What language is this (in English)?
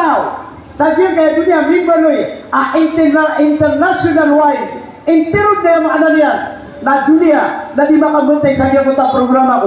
Maranao